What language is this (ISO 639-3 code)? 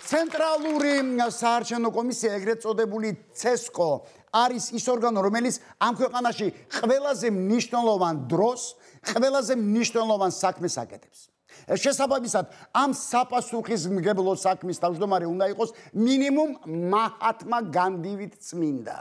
kat